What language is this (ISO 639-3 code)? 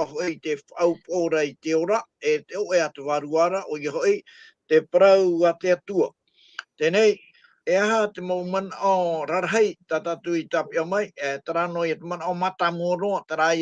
tah